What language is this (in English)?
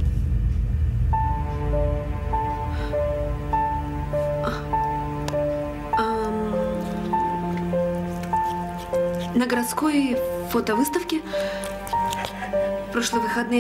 Russian